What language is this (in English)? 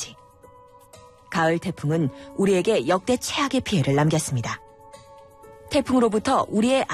Korean